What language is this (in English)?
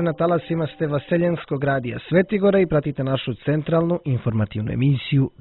Serbian